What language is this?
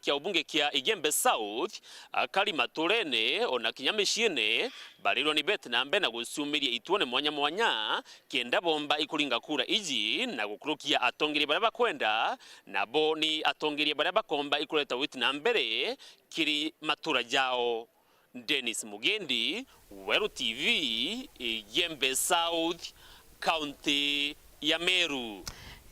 Meru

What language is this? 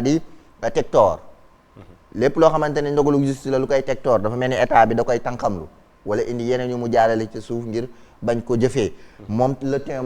Wolof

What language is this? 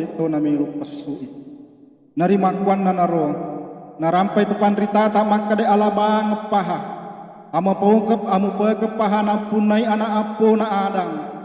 Buginese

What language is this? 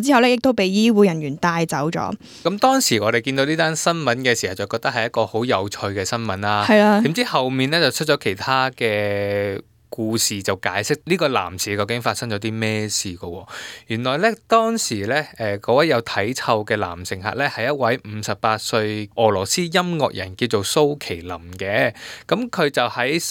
Cantonese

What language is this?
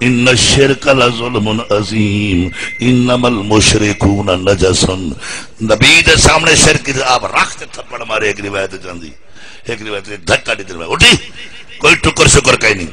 Saraiki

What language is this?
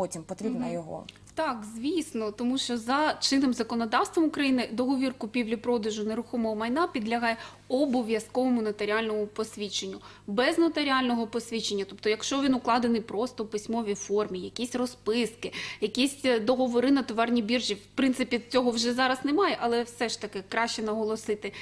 Ukrainian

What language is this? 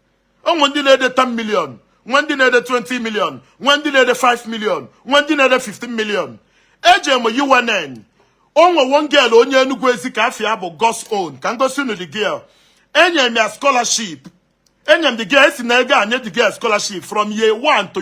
Igbo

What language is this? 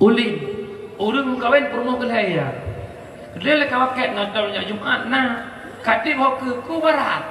Achinese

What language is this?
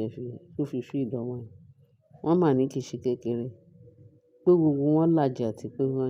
Yoruba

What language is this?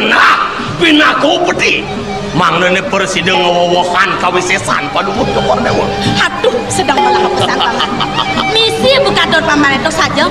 Balinese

